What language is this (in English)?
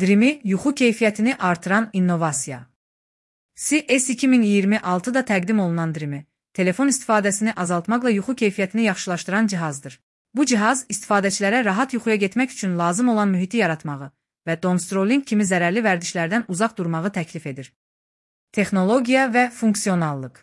Azerbaijani